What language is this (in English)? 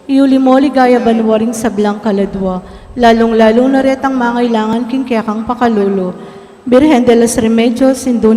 Pampanga